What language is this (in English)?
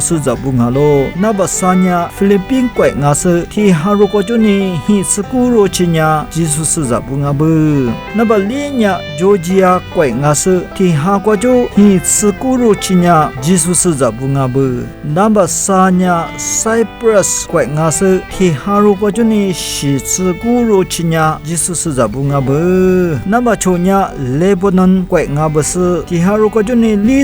Lisu